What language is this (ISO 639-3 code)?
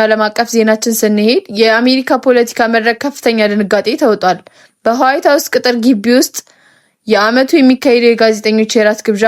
amh